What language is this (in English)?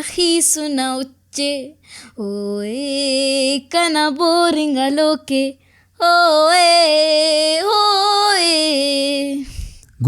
Brahui